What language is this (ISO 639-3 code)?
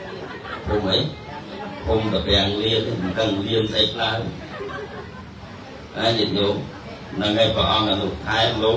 khm